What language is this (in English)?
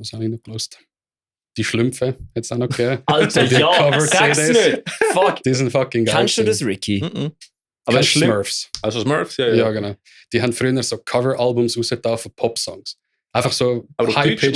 Swiss German